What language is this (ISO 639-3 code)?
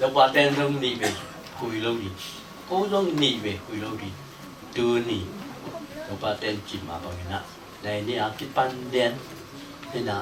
ctd